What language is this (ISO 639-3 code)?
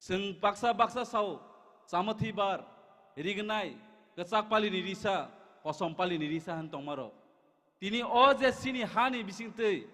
trp